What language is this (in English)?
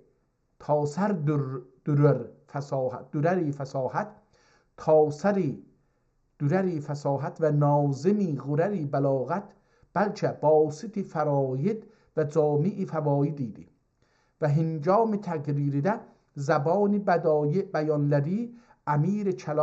South Azerbaijani